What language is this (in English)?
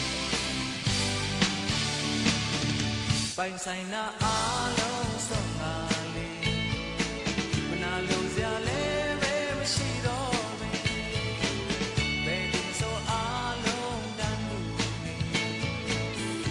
Burmese